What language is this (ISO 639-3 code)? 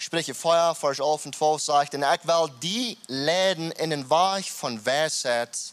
pdt